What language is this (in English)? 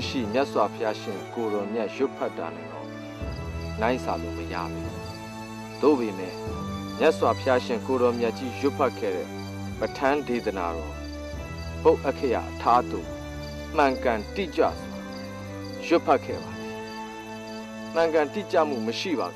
Burmese